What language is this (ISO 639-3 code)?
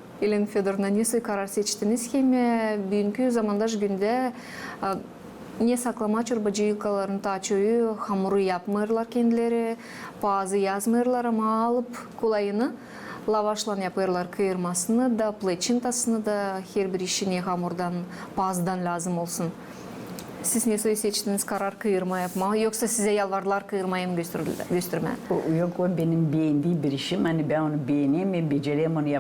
gag